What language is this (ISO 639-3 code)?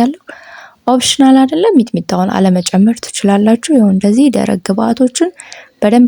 amh